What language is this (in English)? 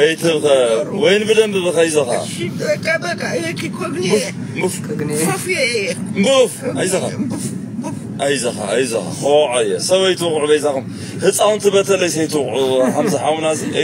Tigrinya